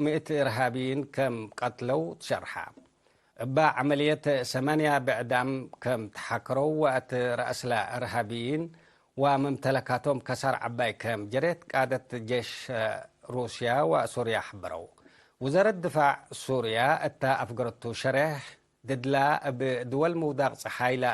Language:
Tigre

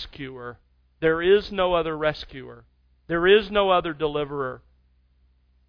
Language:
English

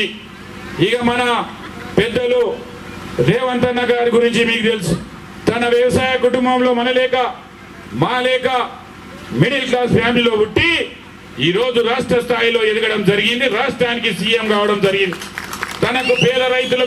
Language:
Telugu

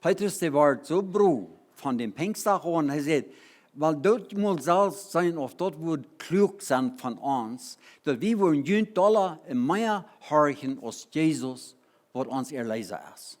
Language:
Plautdietsch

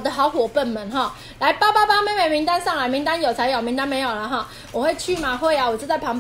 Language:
Chinese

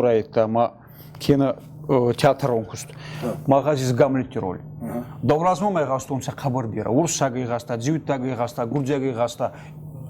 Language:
Ossetic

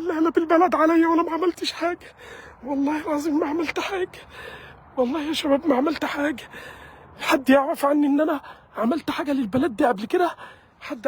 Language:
Egyptian Arabic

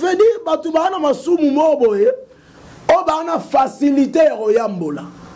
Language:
Lingala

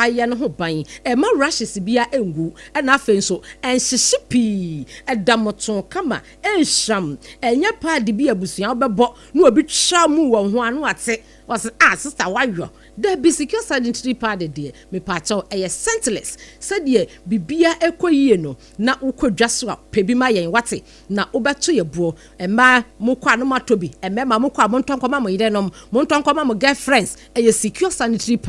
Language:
Akan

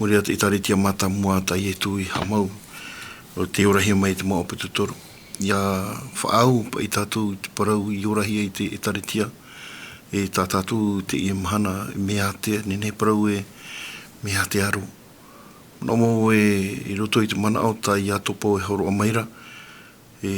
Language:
Tahitian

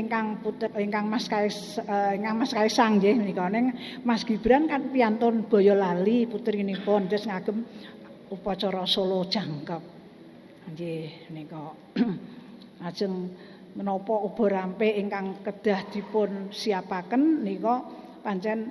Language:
Javanese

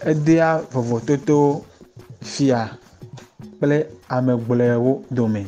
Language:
Ewe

